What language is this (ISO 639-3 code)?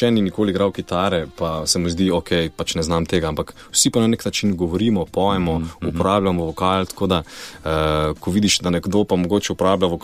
slv